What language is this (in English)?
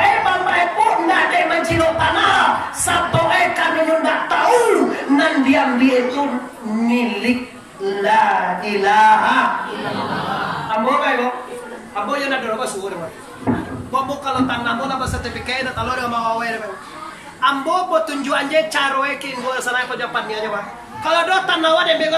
Minangkabau